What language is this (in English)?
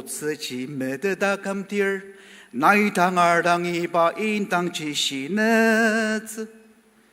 Ao Naga